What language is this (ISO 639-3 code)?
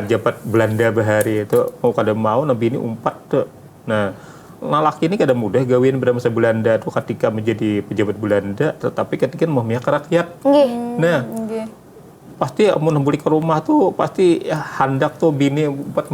bjn